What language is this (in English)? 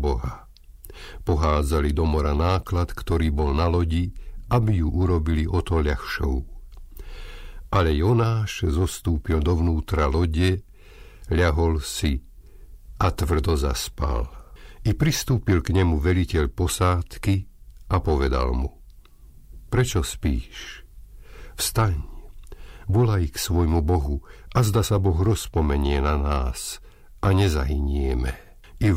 Slovak